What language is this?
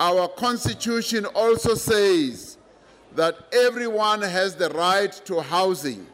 English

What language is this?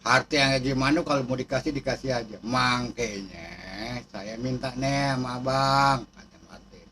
Betawi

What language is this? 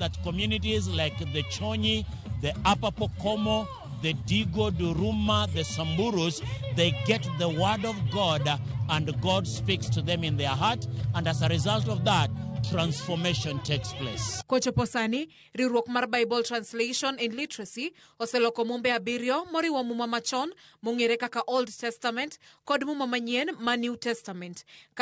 Luo (Kenya and Tanzania)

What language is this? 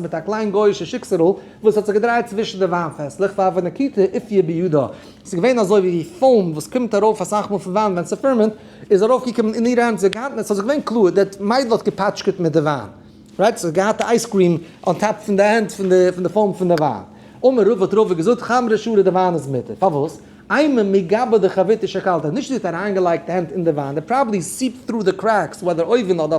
Yiddish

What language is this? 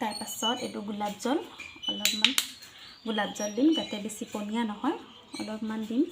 Assamese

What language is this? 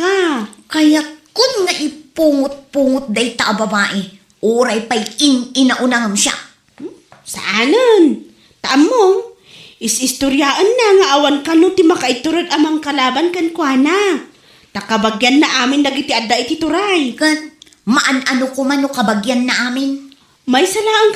Iloko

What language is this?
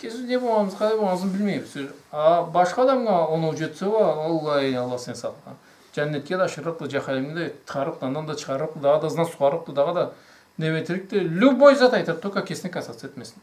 Karachay-Balkar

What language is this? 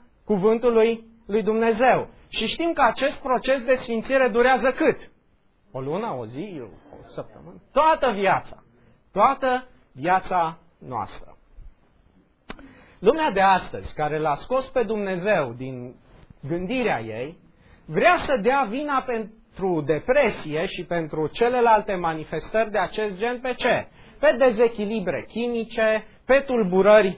Romanian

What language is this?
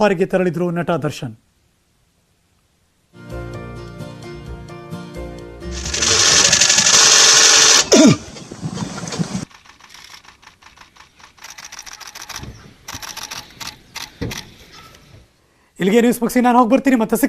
Kannada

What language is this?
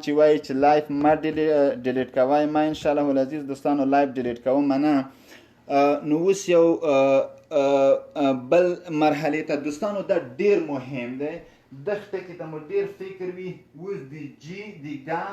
Pashto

